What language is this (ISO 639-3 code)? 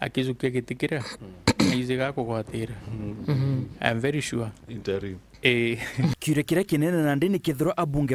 mer